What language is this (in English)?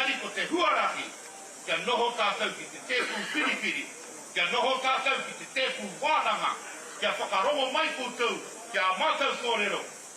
Māori